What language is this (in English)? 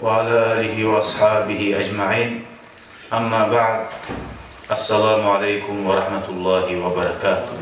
Kumyk